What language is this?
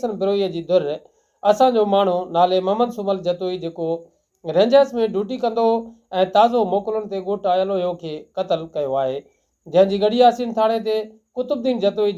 Sindhi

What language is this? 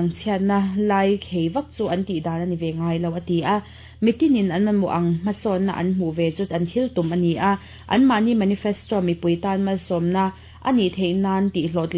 Mizo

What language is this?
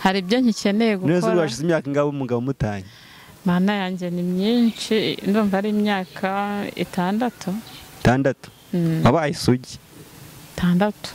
Kinyarwanda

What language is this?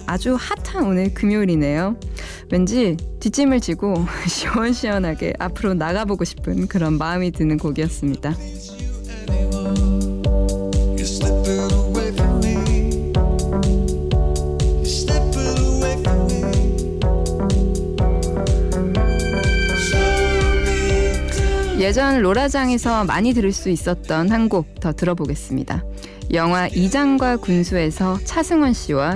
Korean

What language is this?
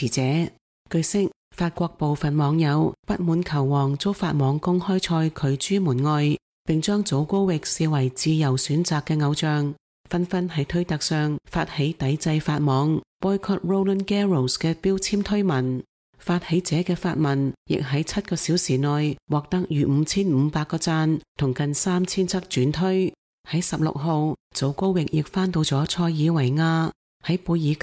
Cantonese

